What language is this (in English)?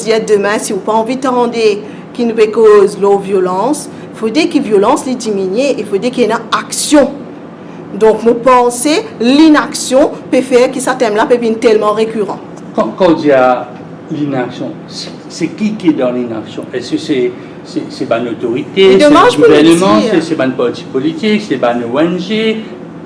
Morisyen